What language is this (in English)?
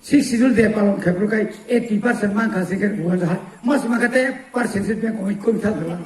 Kok Borok